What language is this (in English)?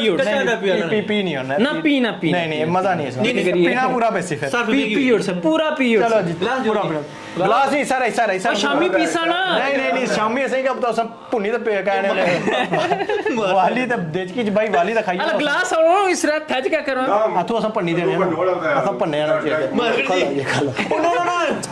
Pahari-Potwari